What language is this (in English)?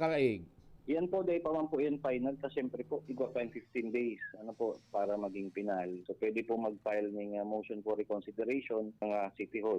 Bikol